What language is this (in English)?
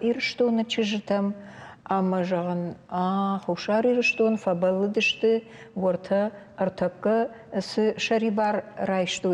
Ossetic